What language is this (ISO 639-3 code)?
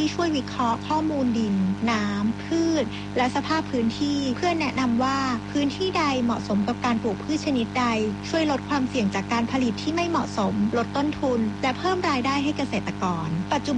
tha